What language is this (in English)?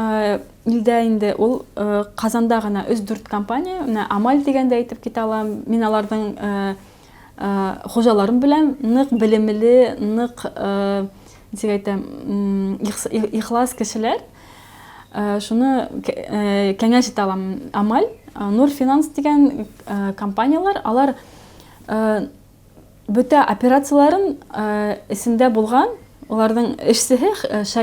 Bashkir